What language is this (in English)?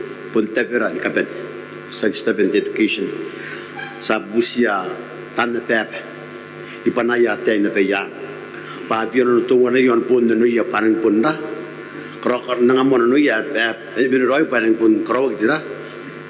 Gilbertese